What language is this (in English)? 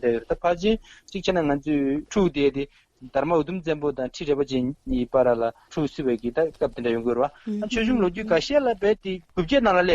Tibetan